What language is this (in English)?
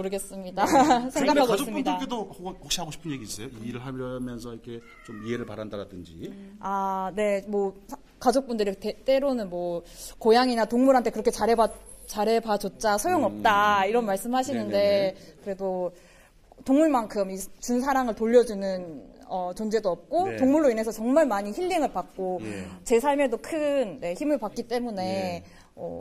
Korean